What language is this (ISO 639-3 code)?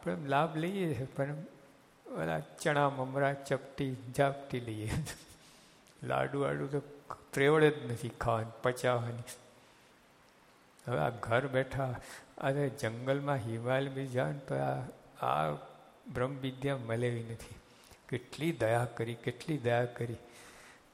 guj